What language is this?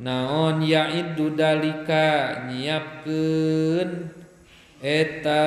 Sundanese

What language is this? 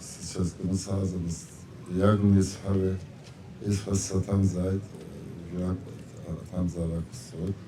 Abkhazian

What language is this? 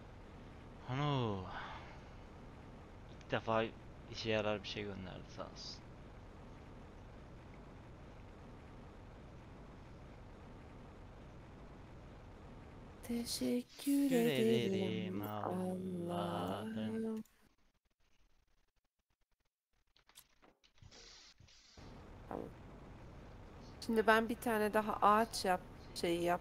Turkish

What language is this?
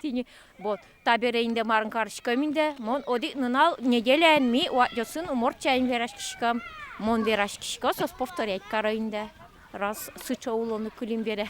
Udmurt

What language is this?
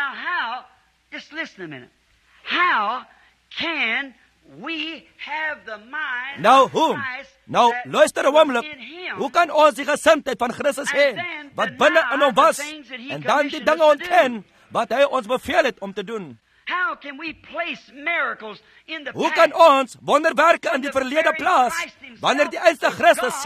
Afrikaans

